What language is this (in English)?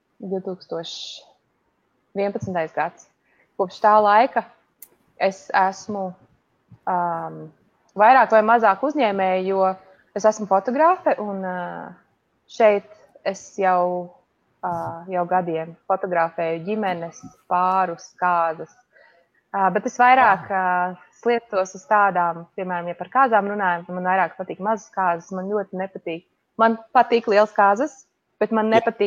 Latvian